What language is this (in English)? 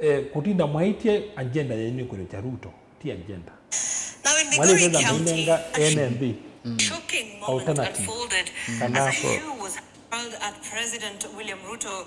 Kamba